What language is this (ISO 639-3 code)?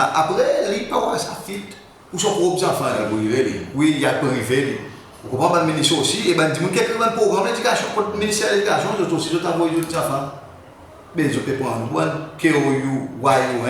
crs